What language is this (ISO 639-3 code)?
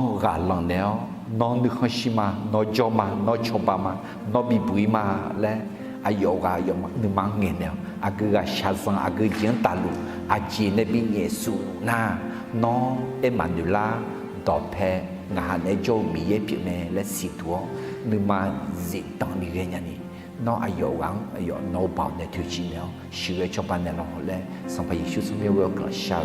ahk